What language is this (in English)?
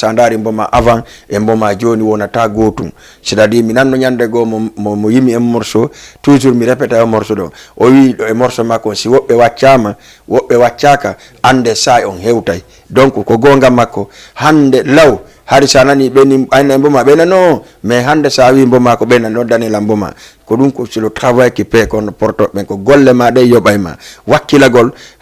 Fula